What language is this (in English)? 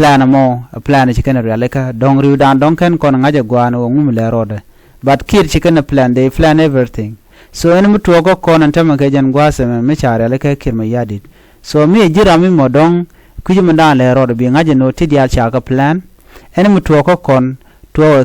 Nuer